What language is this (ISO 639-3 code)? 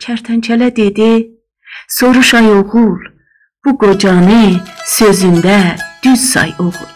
azb